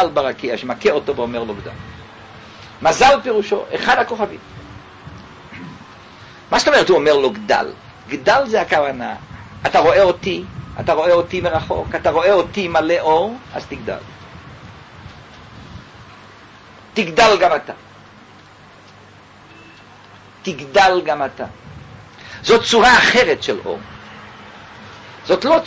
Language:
Hebrew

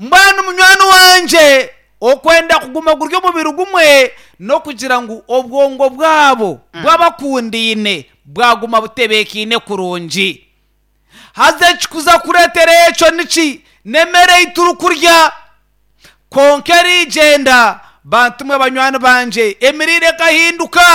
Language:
Nyankole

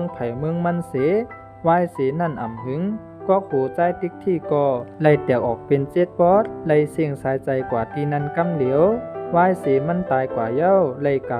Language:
Shan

